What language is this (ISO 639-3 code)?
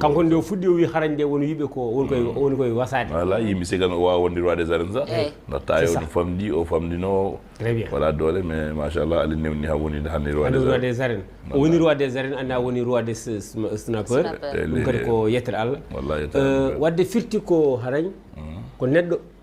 ful